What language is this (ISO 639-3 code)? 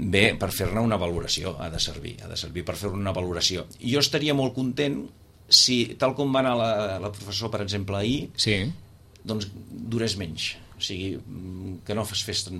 cat